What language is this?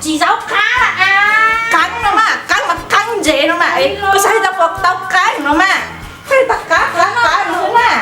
Hmong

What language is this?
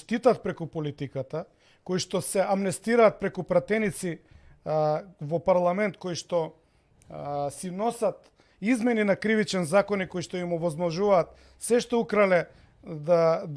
Macedonian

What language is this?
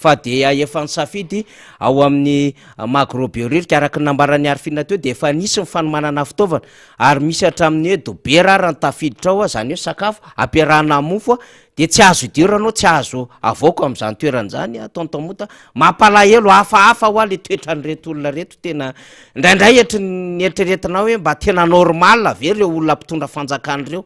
Malagasy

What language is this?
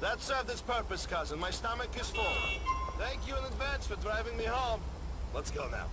Bavarian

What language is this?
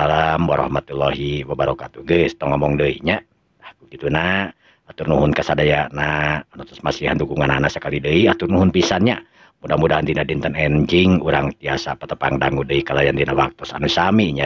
Sundanese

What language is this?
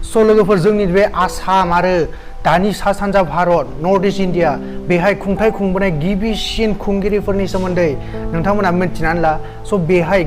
Bodo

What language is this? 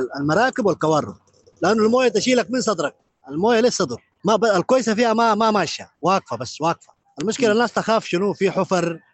Sudanese Arabic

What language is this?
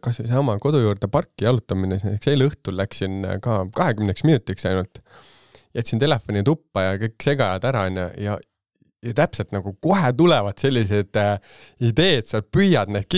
Estonian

